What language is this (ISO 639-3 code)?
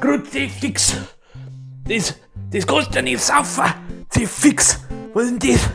bar